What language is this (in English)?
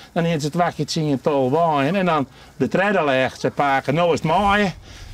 Western Frisian